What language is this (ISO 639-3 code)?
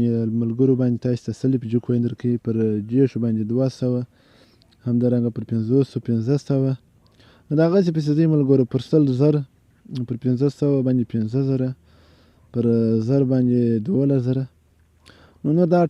pus